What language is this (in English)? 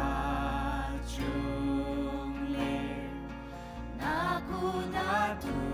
Ao Naga